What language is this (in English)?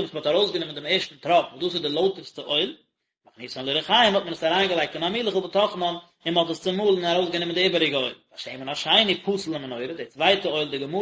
Yiddish